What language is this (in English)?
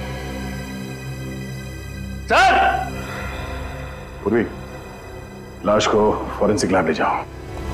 Hindi